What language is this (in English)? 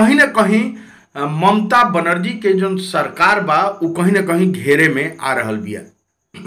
Bhojpuri